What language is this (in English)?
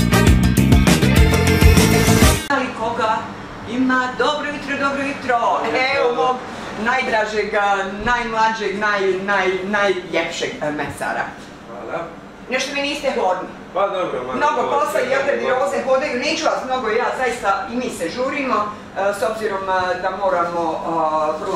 Bosnian